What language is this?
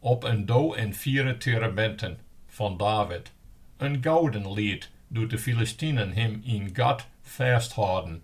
Western Frisian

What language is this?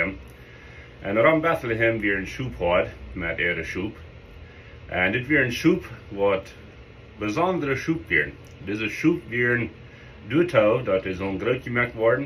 Plautdietsch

